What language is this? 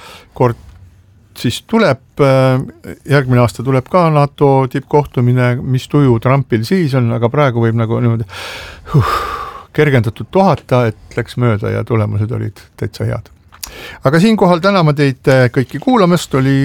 Estonian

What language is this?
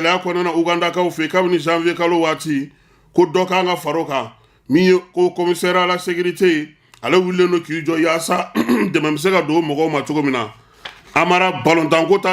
Bambara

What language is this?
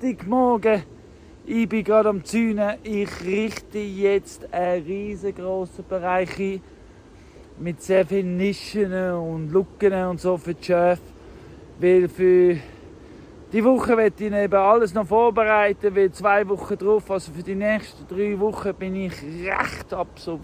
Swiss German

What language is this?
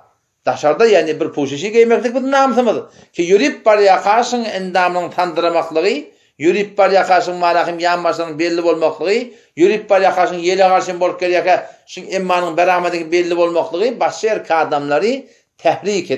Turkmen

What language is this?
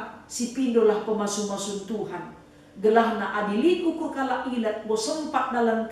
Batak Karo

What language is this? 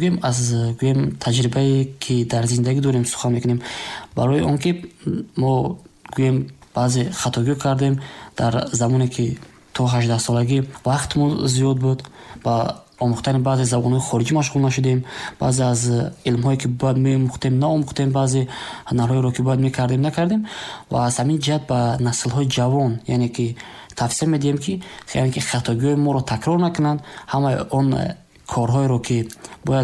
Tajik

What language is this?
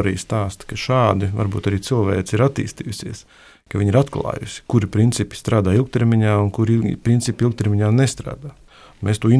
Latvian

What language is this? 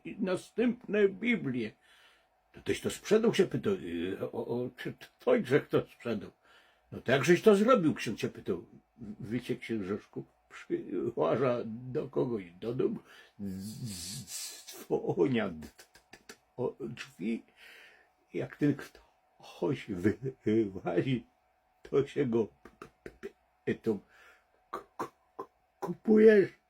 Silesian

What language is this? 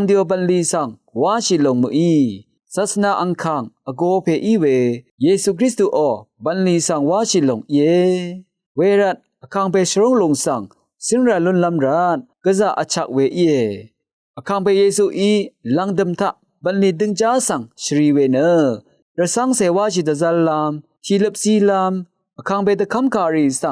Rawang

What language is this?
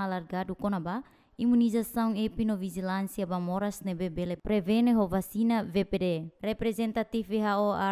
Tetum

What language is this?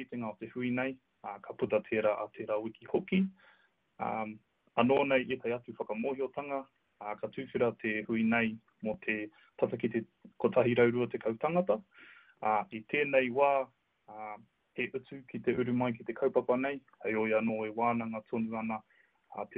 Māori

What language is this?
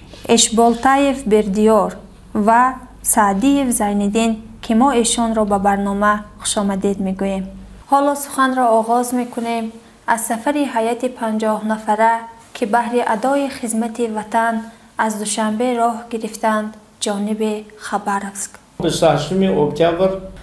Tajik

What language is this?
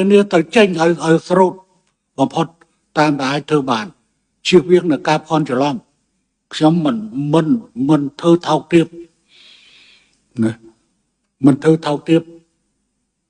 Khmer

